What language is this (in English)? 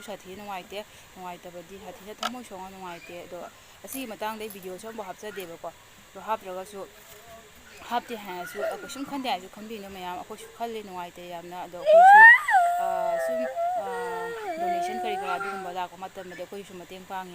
Manipuri